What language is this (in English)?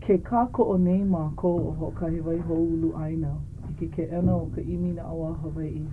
Hawaiian